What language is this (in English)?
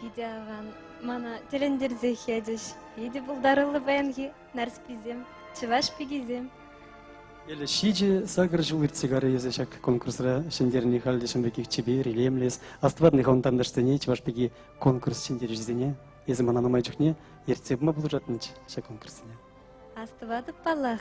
Chuvash